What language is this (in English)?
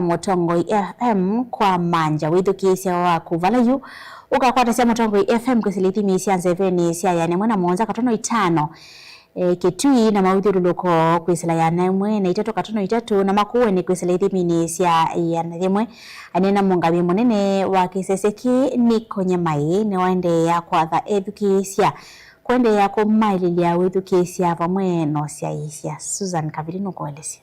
Kamba